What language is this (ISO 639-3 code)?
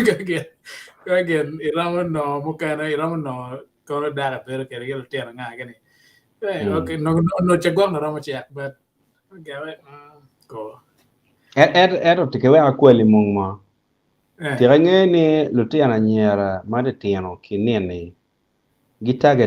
ach